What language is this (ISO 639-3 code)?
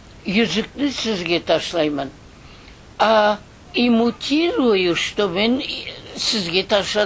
crh